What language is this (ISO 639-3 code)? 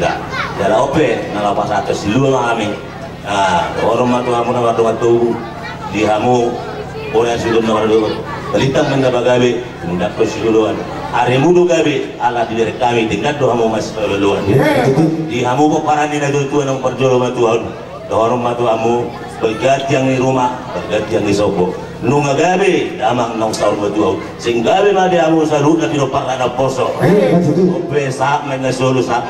bbc